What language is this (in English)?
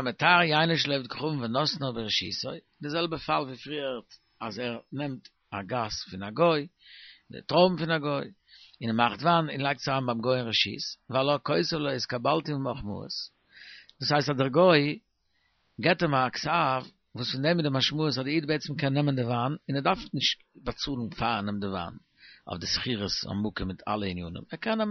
Yiddish